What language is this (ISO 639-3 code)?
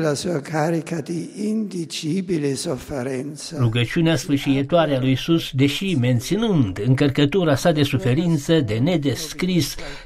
ron